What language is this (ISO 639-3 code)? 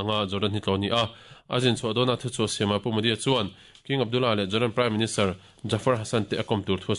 lus